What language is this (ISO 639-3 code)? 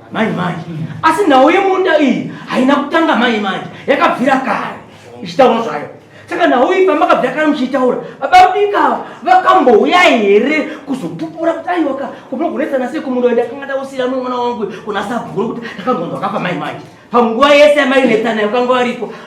sna